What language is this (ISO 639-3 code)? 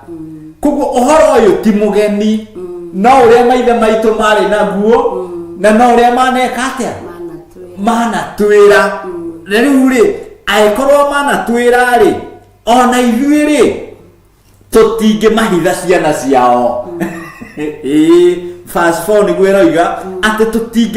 kik